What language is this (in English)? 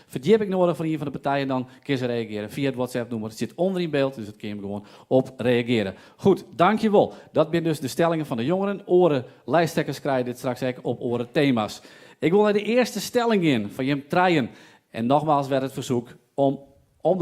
Western Frisian